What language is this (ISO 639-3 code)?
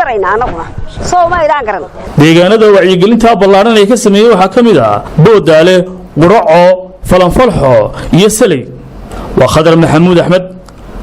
som